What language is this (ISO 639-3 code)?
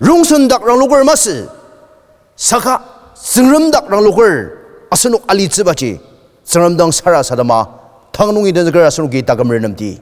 njo